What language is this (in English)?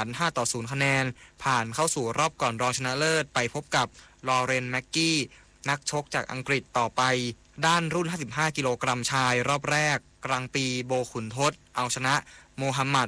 Thai